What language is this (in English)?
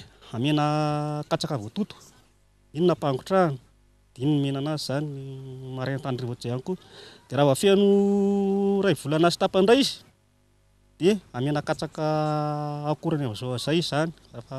Malagasy